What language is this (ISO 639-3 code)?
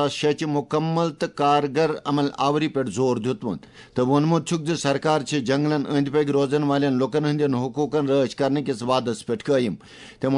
kas